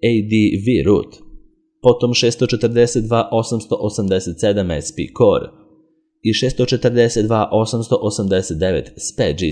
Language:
Serbian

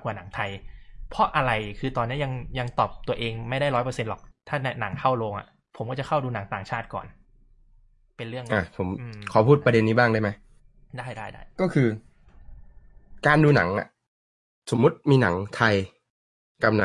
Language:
Thai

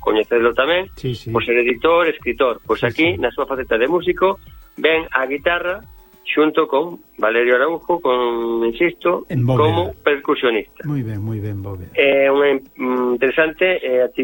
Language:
Galician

